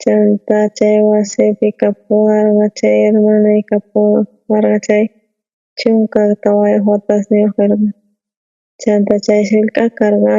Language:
South Bolivian Quechua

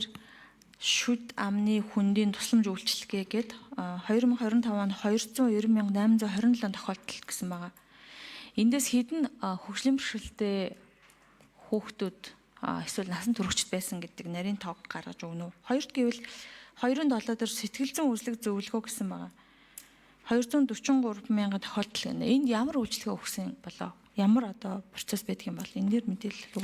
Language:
Mongolian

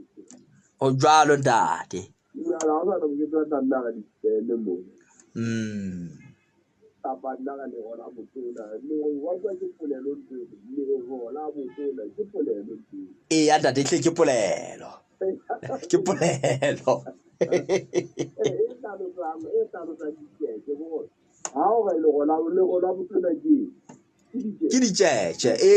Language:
Southern Sotho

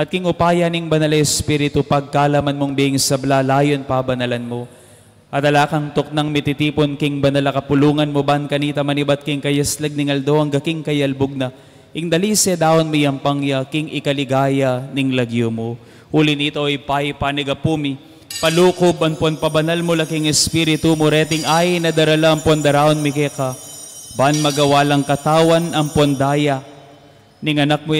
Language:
Pampanga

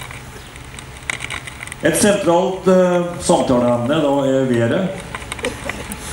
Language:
Norwegian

